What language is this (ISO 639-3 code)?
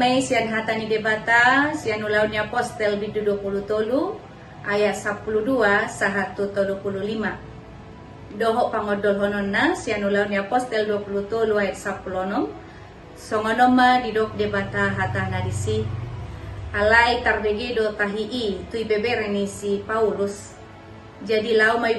bbc